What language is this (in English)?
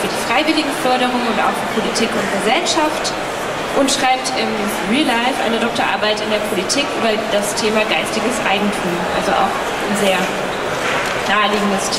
German